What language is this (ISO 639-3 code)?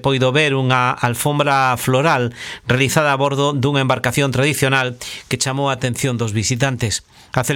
glg